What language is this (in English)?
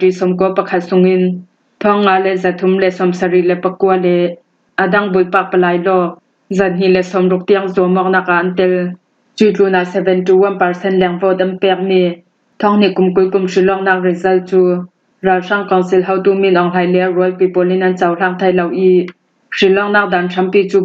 Falam Chin